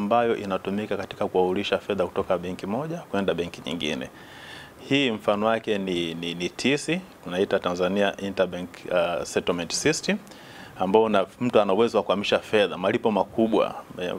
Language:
Swahili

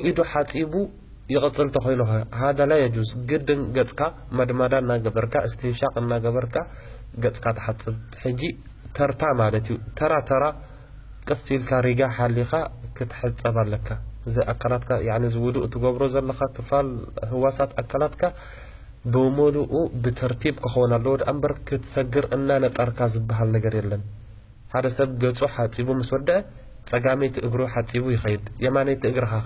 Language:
Tigrinya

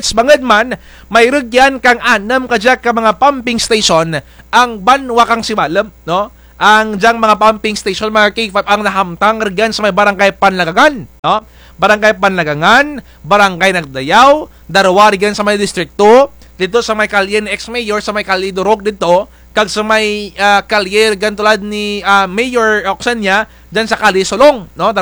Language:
Kinaray-a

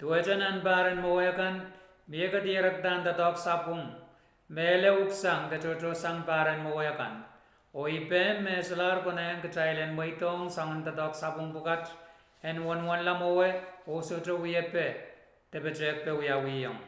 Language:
Pohnpeian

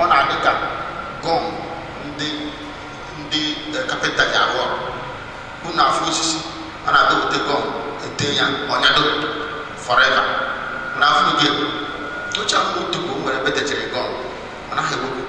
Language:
Igbo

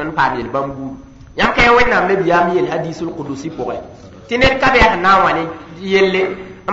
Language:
Mossi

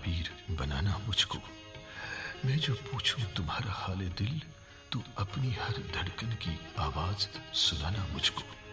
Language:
Hindi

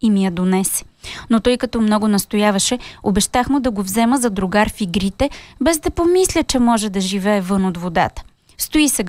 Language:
Bulgarian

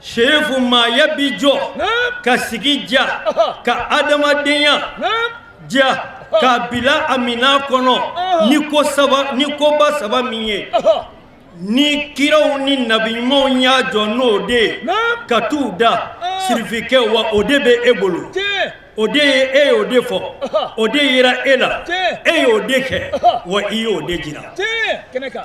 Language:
Bambara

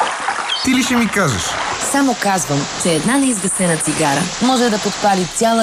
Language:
Bulgarian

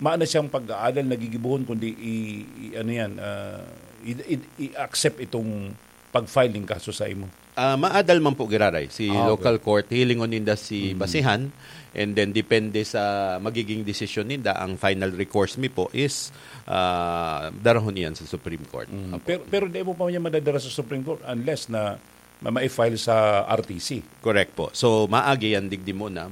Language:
Bikol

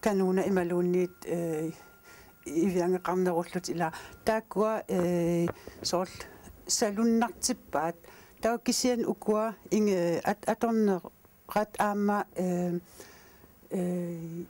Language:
Kalaallisut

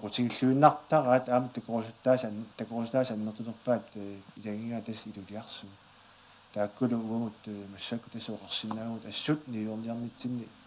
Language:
Kalaallisut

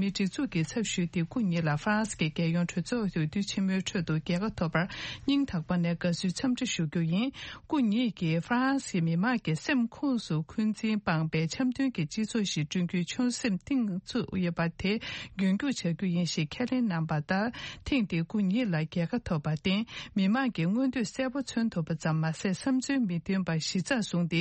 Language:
Tibetan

